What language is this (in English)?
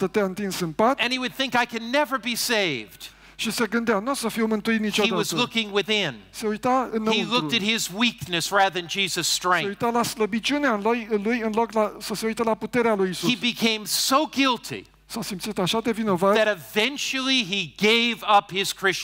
Romanian